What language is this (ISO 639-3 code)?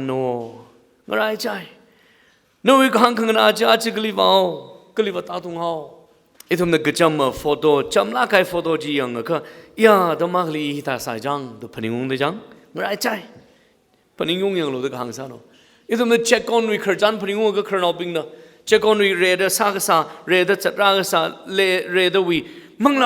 nmf